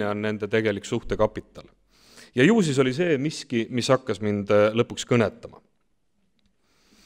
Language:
Estonian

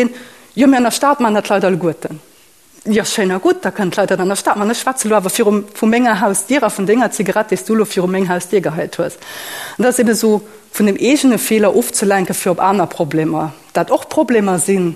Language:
Luxembourgish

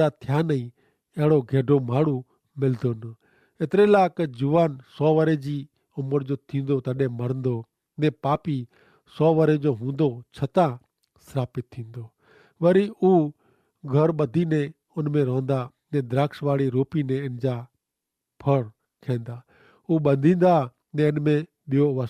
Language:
Kachhi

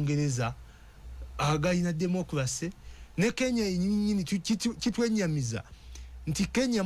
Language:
Ganda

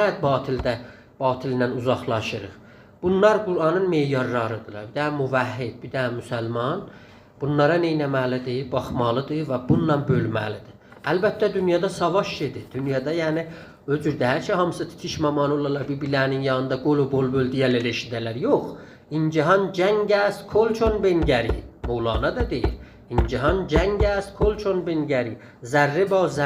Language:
South Azerbaijani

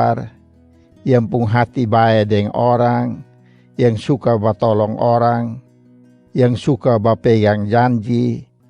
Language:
Kupang Malay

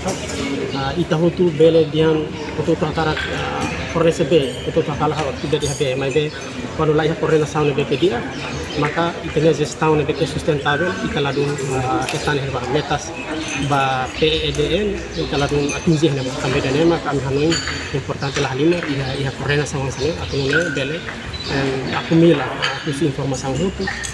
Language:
Tetum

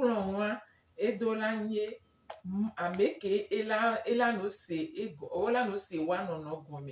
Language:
Gen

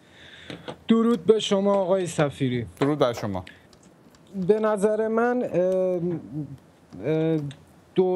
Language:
Persian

